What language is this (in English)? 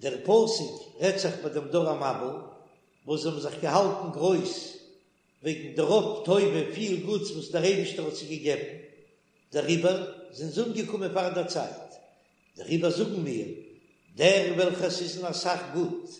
Yiddish